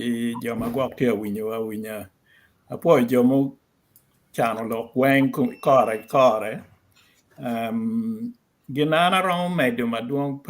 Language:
Acoli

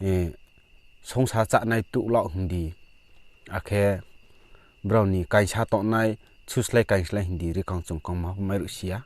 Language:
Riang (India)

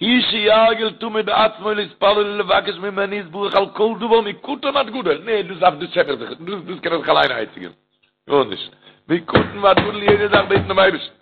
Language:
Yiddish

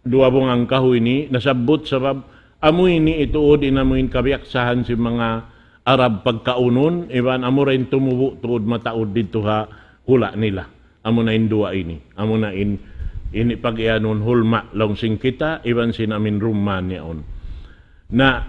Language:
Tausug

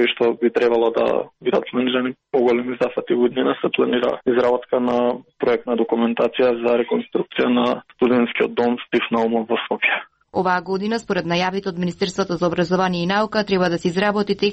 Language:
Macedonian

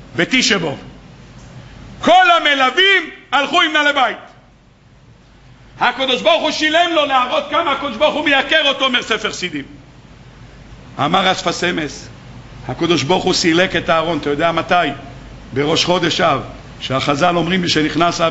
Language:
Hebrew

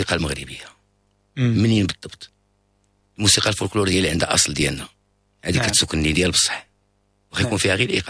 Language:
Moroccan Arabic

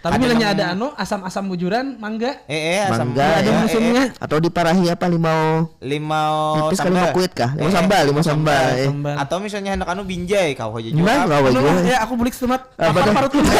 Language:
Banjar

